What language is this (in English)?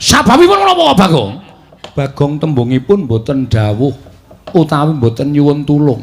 Javanese